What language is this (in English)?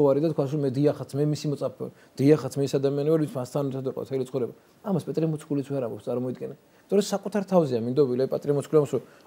Georgian